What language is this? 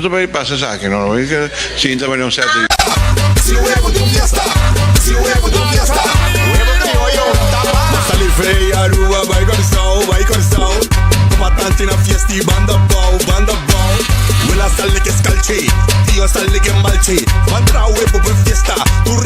Papiamento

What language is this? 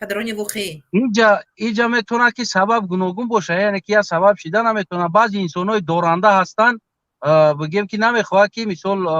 Tajik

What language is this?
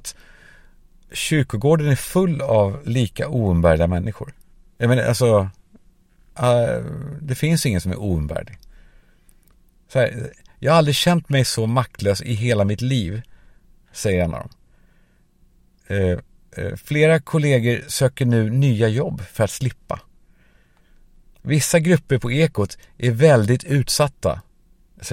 Swedish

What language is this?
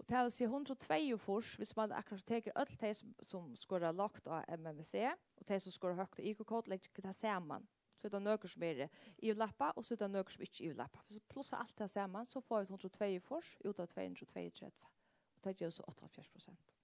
Faroese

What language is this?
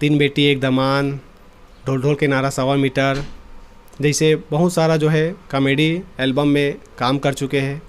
Chhattisgarhi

